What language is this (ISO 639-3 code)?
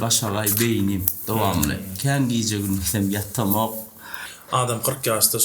tuk